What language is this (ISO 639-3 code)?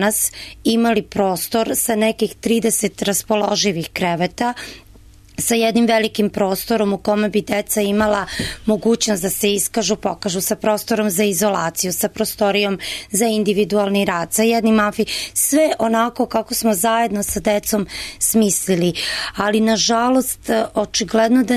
srp